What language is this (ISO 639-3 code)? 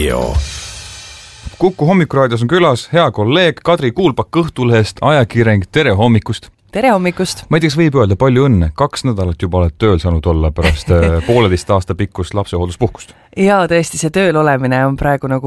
est